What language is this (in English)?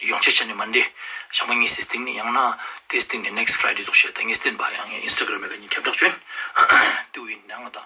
Ladakhi